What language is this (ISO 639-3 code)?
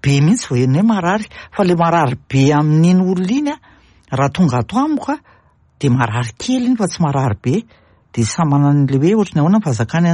mlg